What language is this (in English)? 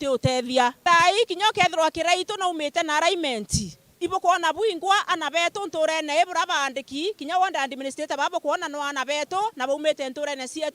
Meru